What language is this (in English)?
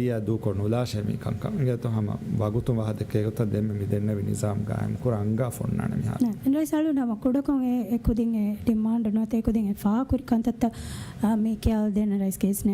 Divehi